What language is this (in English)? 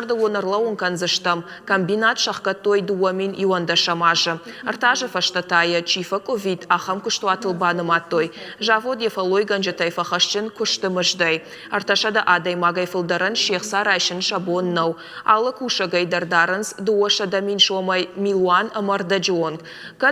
Ossetic